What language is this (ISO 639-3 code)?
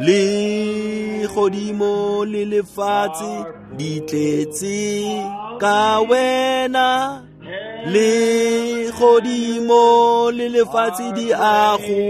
tsn